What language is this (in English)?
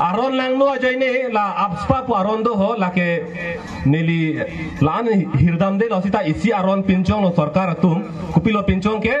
Karbi